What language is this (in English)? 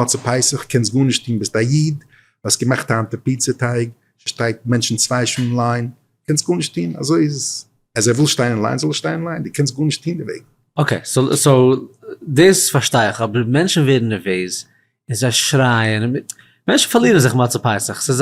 Yiddish